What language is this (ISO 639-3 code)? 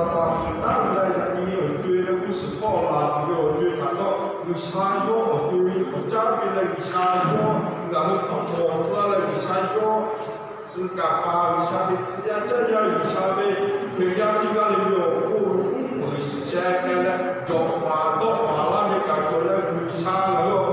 lhu